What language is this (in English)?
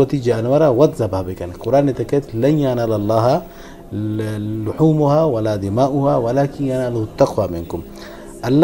Eastern Balochi